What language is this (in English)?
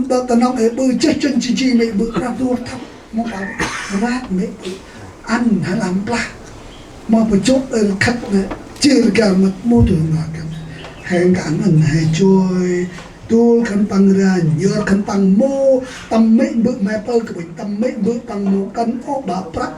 Central Mnong